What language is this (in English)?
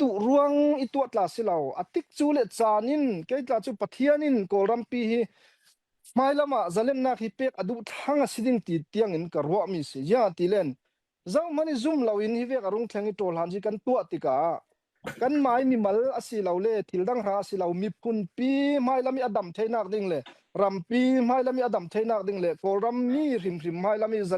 Falam Chin